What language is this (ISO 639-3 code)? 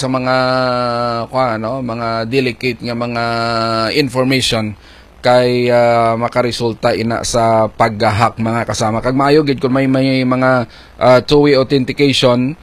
hil